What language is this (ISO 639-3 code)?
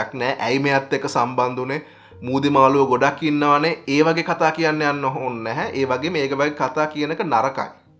sin